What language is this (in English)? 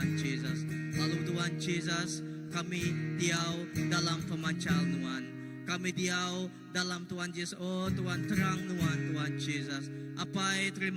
Iban